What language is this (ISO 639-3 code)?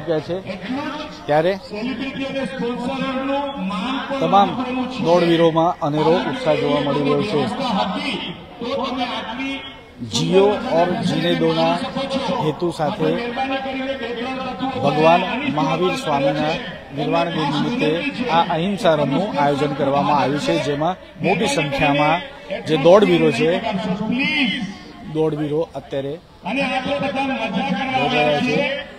guj